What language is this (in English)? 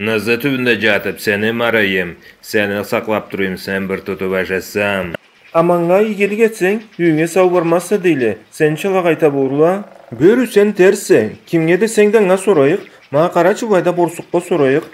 Karachay-Balkar